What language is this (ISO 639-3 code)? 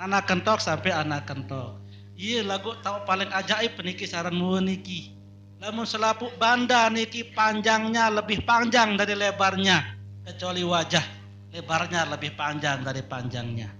sas